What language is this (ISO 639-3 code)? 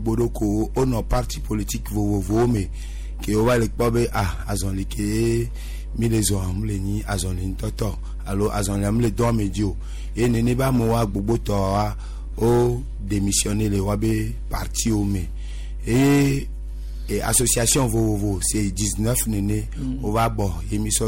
gej